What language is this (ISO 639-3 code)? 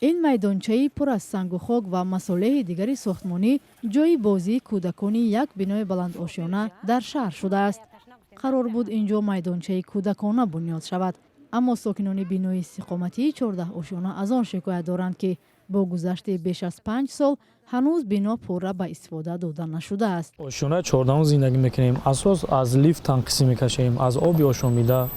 tgk